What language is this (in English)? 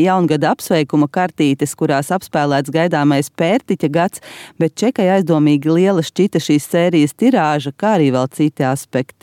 Latvian